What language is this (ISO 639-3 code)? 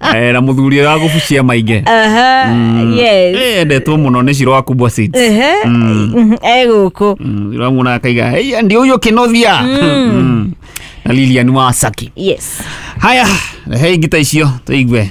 kik